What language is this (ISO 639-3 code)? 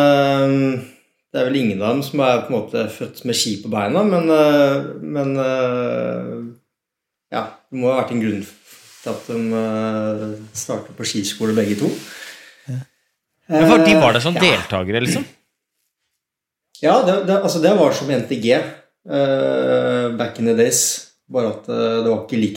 nor